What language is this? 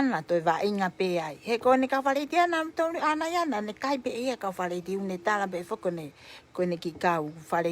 Tongan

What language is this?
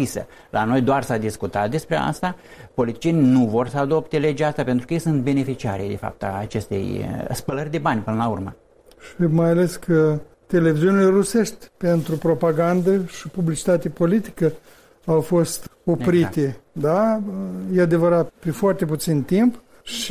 Romanian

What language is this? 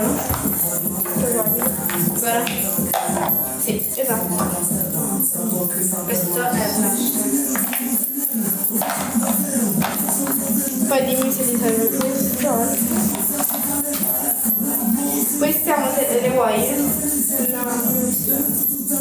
Italian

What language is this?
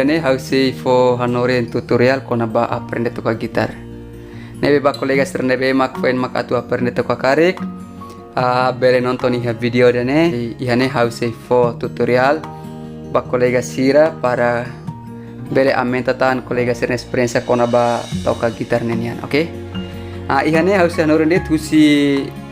Tetum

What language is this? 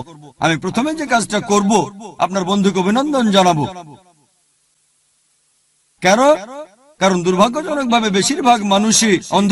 Bangla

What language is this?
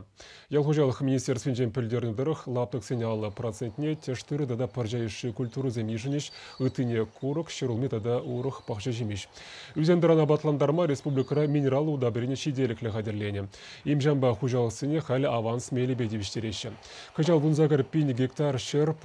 Chuvash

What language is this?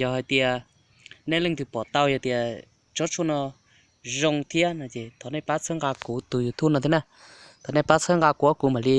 Hmong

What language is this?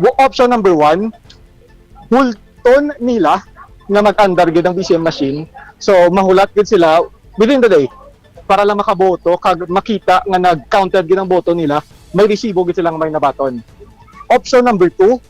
Hiligaynon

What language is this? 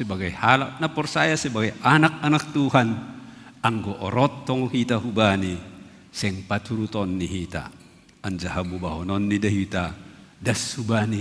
Batak Simalungun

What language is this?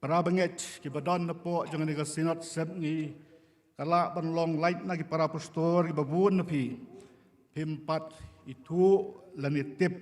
Khasi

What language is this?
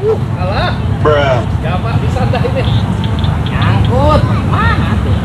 Betawi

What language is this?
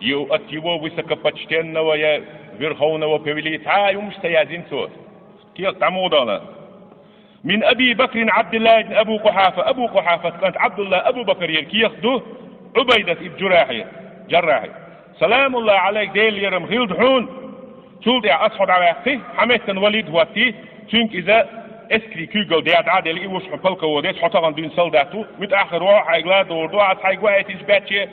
Chechen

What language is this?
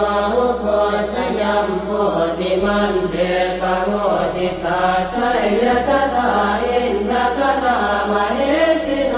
Pali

